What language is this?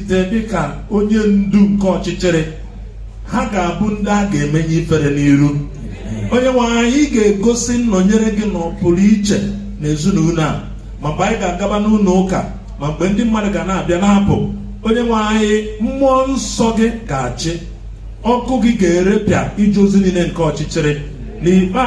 Igbo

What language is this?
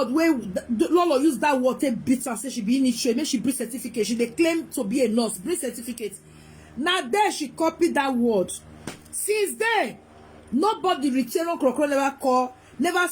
Nigerian Pidgin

